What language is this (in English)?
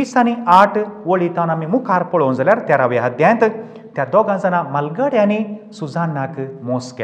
Konkani